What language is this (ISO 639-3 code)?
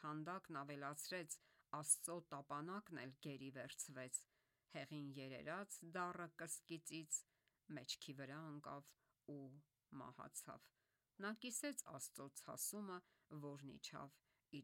hye